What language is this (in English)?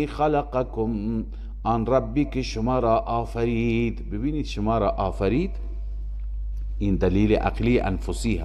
Persian